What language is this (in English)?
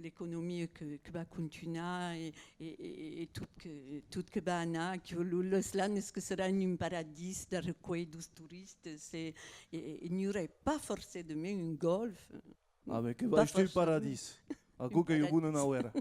Occitan